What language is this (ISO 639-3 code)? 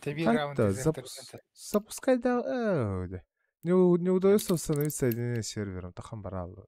sah